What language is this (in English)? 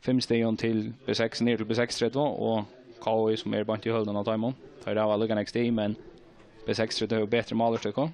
Faroese